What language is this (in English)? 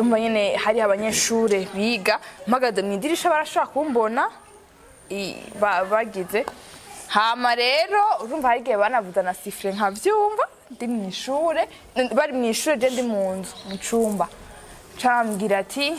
Rundi